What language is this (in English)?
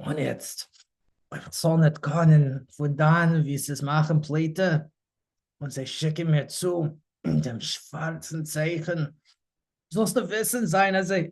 Yiddish